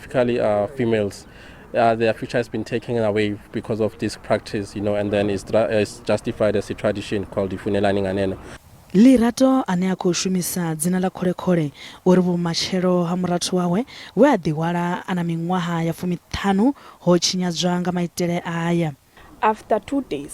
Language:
Venda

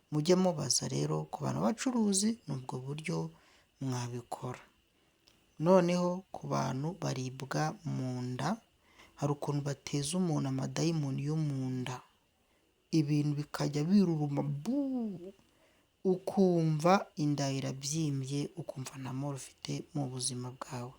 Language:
Kinyarwanda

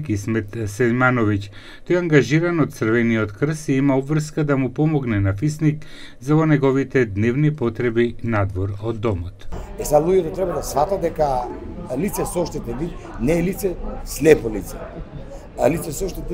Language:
Macedonian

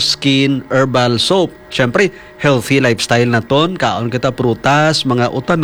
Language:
Hiligaynon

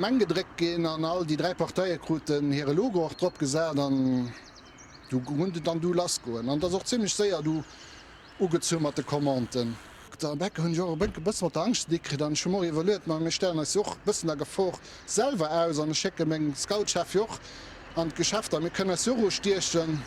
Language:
Luxembourgish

